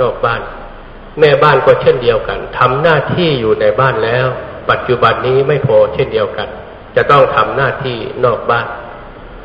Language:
Thai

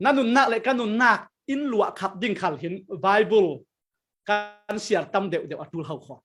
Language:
Falam Chin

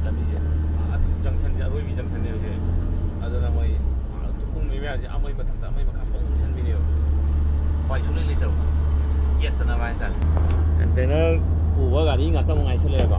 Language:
Manipuri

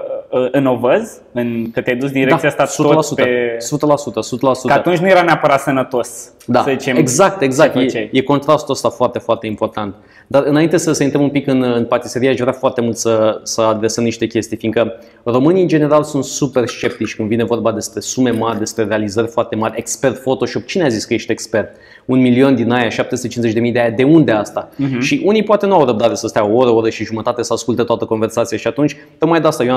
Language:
Romanian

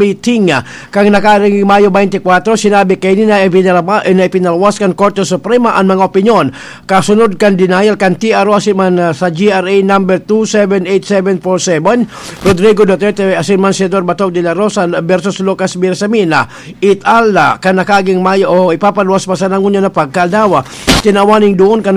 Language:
Bikol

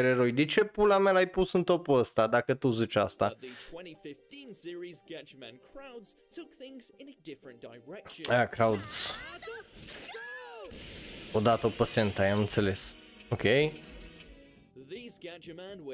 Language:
Romanian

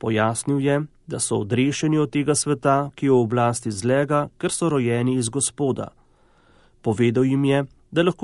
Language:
Slovenian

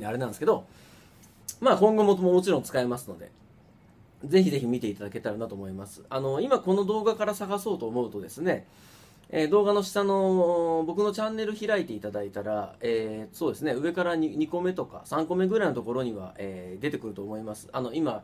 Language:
Japanese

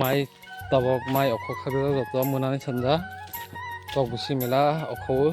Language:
Kok Borok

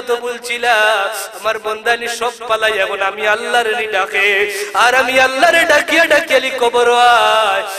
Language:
Sylheti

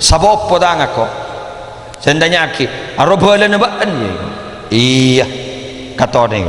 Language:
Madurese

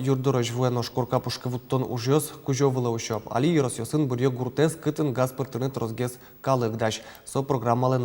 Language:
Udmurt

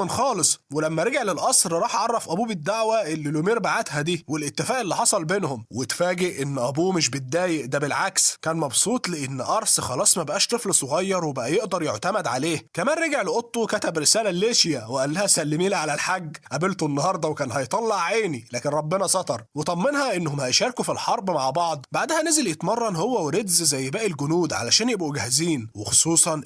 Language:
Egyptian Arabic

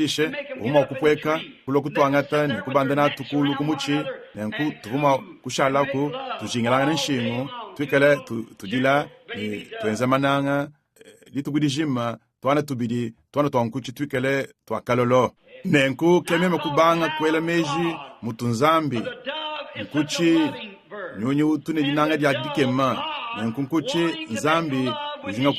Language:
Luba-Lulua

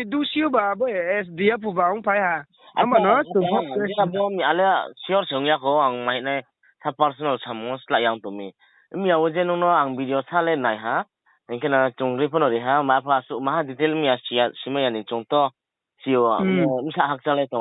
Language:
Riang (India)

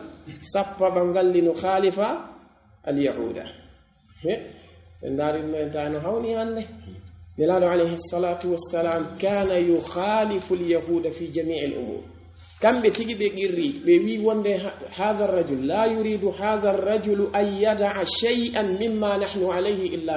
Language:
Pular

